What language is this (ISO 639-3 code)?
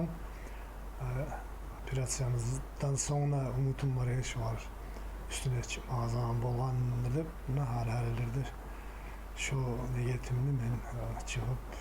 kum